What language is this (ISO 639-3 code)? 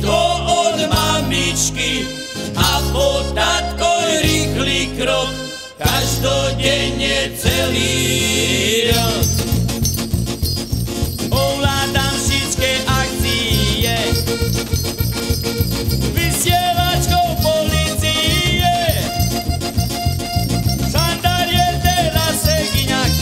slk